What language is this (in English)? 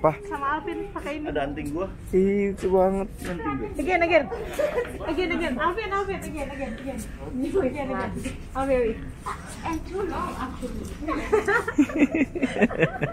Indonesian